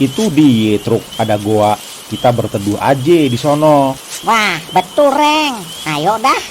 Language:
Betawi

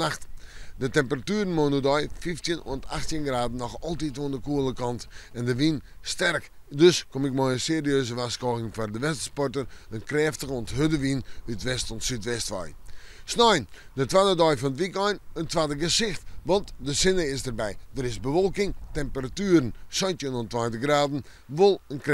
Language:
Western Frisian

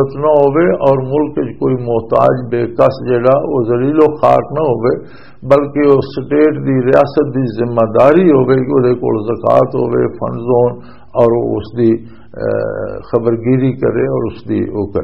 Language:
Western Panjabi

